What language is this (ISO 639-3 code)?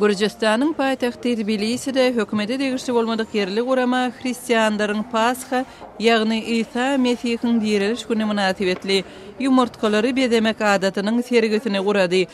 tuk